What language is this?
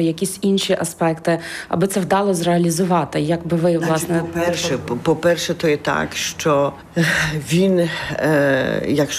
Ukrainian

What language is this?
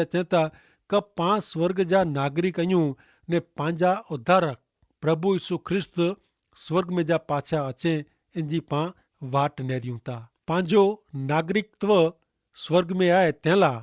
Kachhi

